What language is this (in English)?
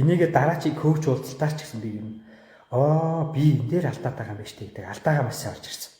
Mongolian